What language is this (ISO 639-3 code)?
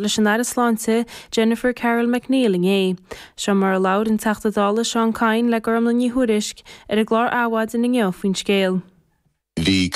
gle